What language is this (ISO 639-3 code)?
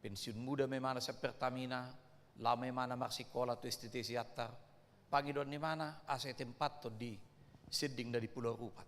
bbc